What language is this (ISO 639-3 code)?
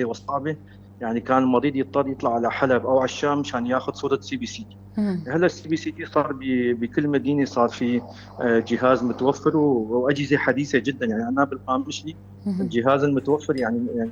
apc